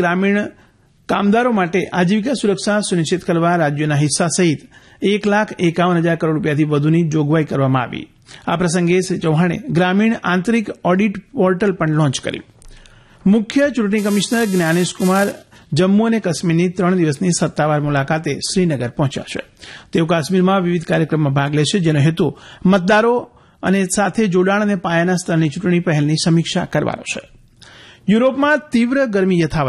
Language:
Gujarati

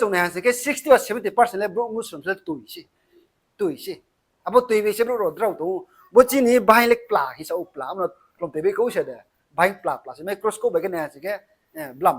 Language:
Riang (India)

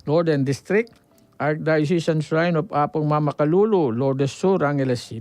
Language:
Pampanga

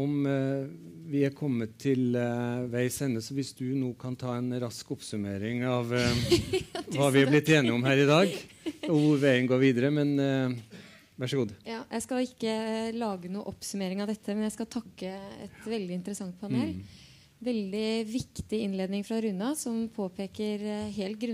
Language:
Norwegian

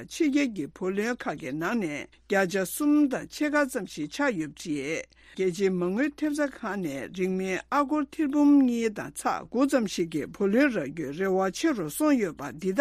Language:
Tibetan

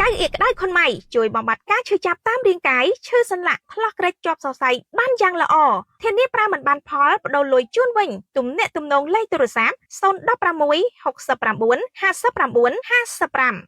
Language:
Khmer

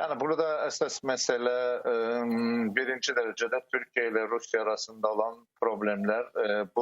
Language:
Crimean Tatar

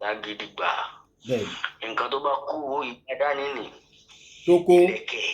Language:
Yoruba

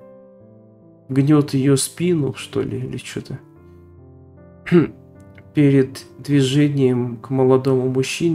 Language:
Russian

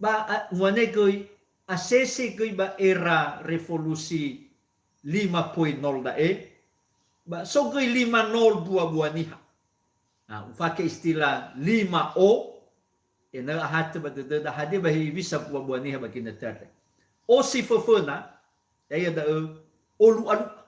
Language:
Nias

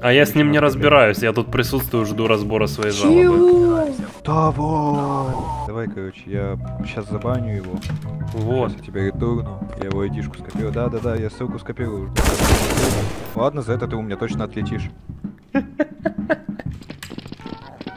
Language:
Russian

